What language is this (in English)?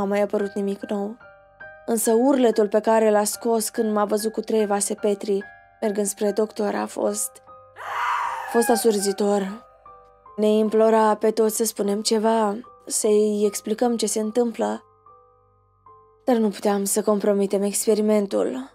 Romanian